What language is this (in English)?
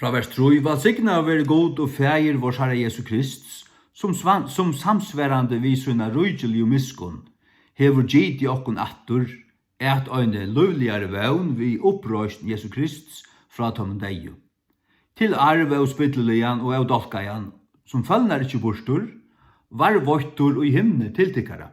Faroese